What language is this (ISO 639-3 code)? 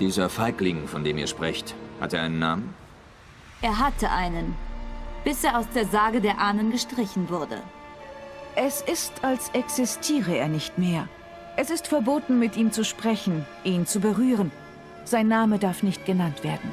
gsw